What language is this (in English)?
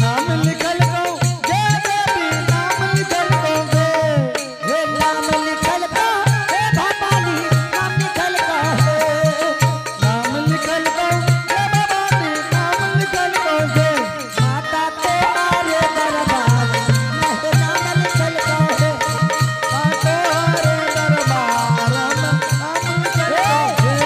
Angika